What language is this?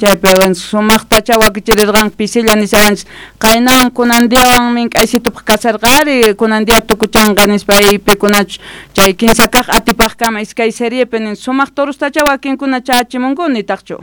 South Bolivian Quechua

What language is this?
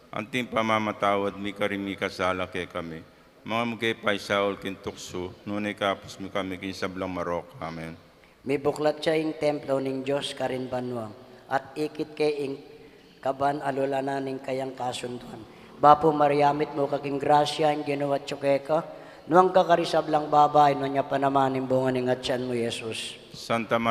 Pampanga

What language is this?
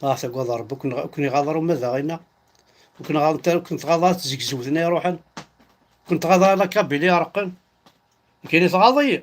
Kabyle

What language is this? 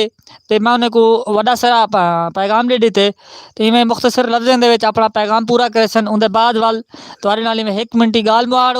Saraiki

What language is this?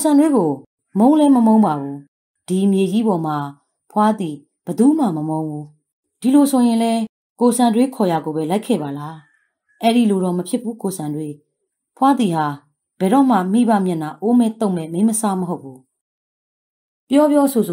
Burmese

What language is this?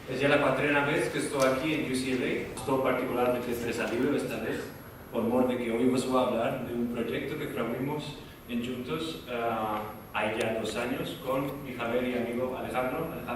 Ladino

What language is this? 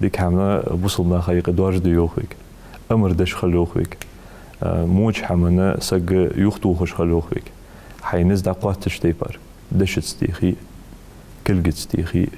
Ingush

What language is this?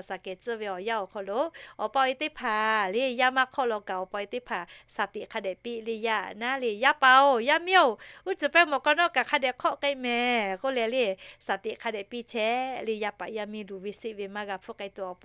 Lahu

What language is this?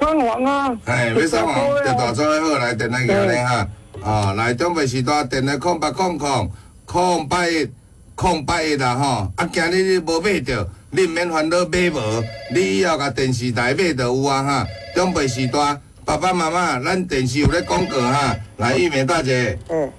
Min Nan Chinese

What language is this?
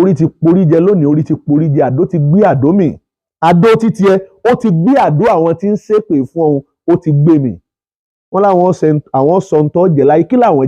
Yoruba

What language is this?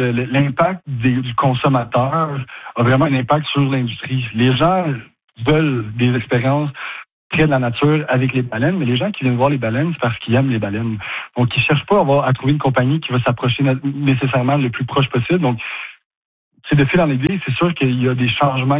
French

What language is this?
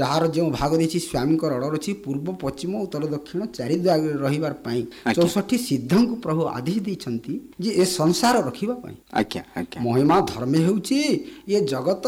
Odia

